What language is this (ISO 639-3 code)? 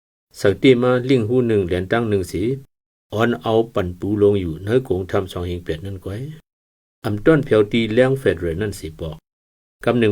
shn